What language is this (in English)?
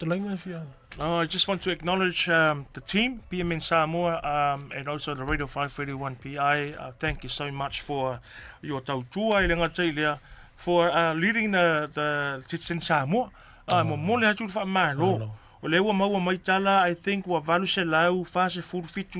Samoan